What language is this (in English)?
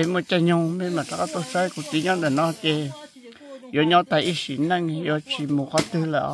Hmong